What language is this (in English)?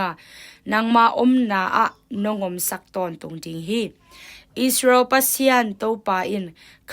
Tedim Chin